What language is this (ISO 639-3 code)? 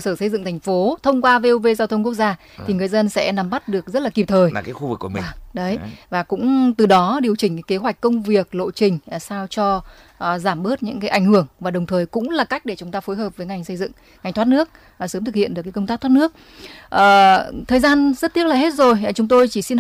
vie